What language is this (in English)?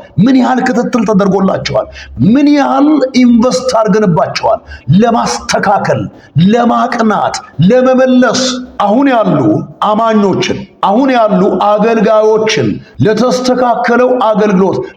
Amharic